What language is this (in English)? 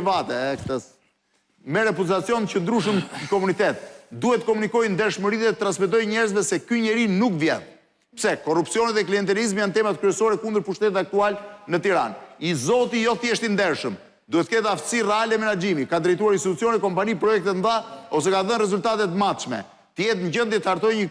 Albanian